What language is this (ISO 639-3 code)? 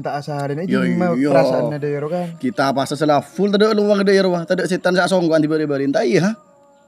mad